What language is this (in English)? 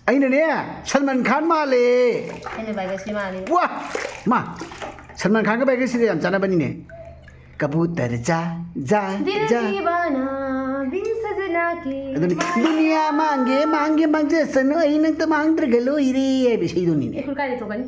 Manipuri